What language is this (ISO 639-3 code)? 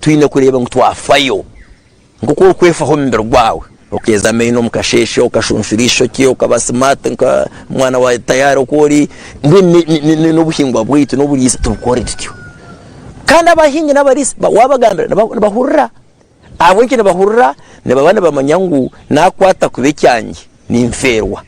nyn